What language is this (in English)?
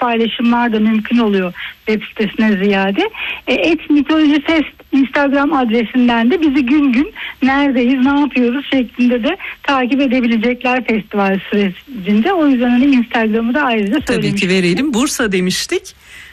Turkish